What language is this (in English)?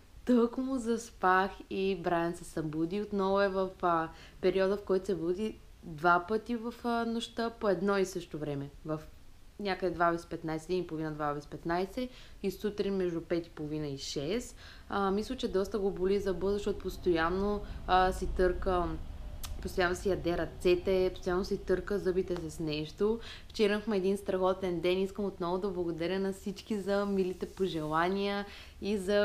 Bulgarian